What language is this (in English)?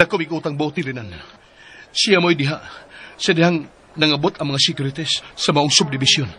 Cebuano